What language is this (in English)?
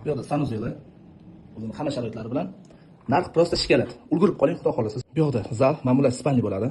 Uzbek